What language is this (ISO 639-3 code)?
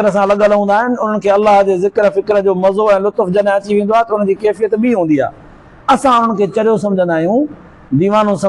snd